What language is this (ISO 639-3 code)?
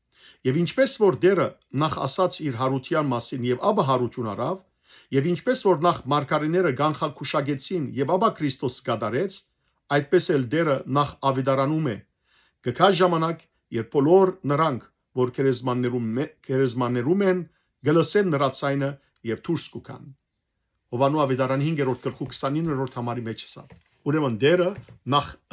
hyw